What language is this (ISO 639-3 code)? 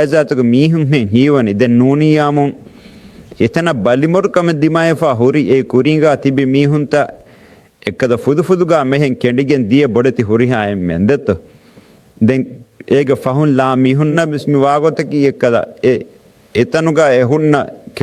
div